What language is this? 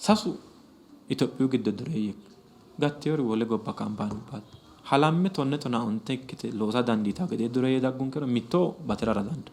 Sidamo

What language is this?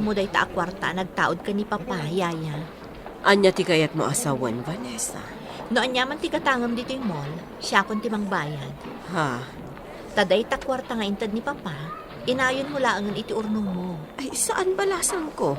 Iloko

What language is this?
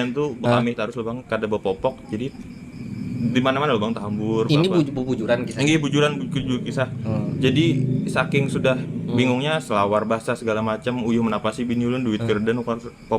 Banjar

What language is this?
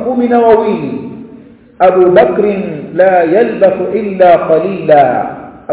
Swahili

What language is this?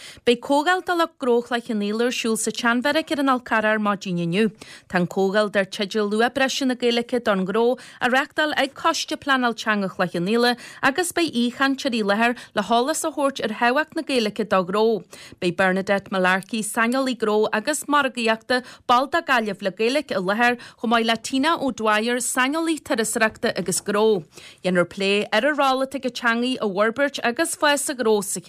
Irish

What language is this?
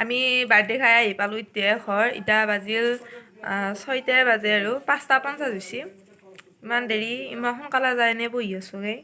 Assamese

